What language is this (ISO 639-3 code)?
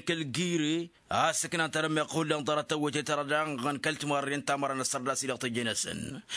taq